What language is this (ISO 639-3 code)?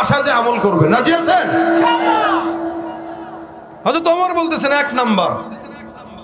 ben